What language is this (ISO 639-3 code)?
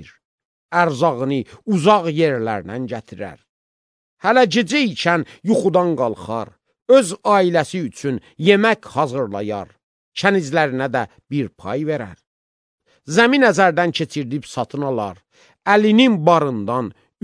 aze